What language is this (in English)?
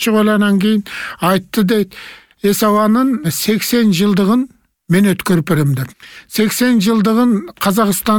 Kyrgyz